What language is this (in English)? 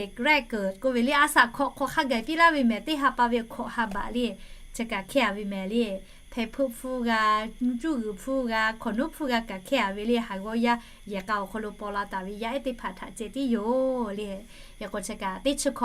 Lahu